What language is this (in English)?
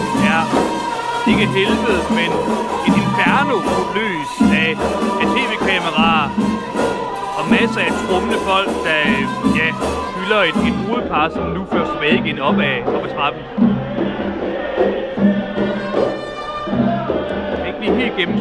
Danish